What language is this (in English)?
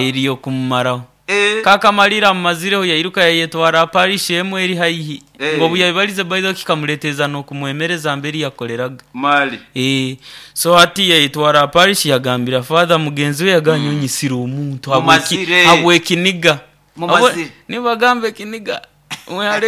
Nyoro